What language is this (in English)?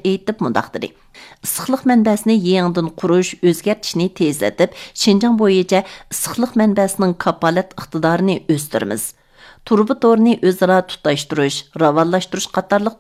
Uyghur